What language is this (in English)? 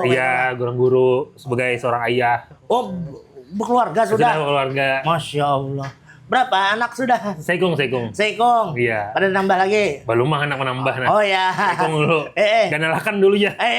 Banjar